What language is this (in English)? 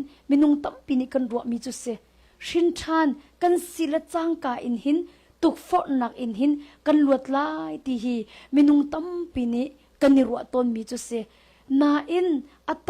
Hakha Chin